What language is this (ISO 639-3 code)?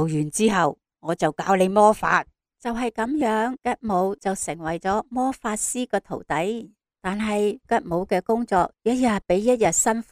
yue